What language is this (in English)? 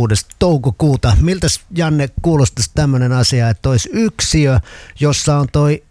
Finnish